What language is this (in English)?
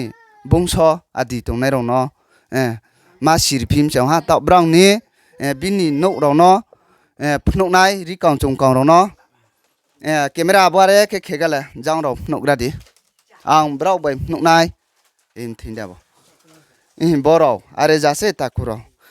Riang (India)